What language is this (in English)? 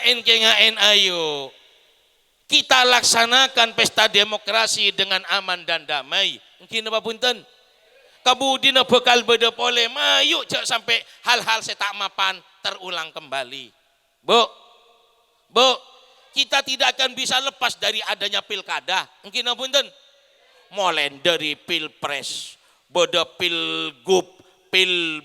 Madurese